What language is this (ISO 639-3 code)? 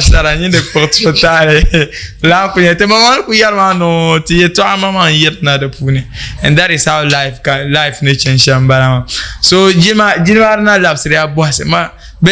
dag